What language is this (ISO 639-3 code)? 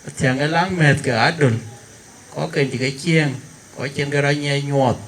din